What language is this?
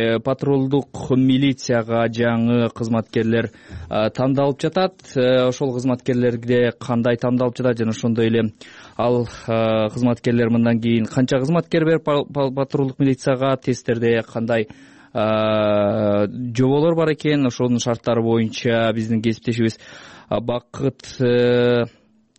Kyrgyz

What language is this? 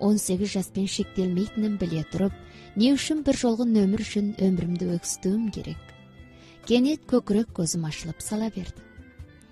Kazakh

